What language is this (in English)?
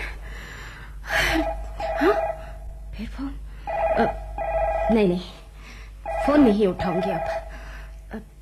Hindi